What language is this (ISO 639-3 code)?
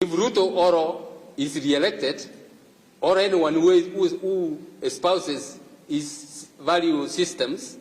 guz